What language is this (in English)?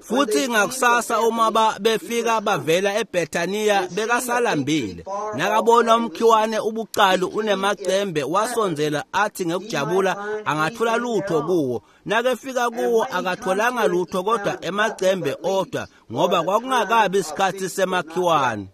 Swati